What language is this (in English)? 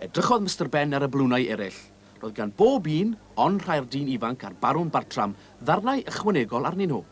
Welsh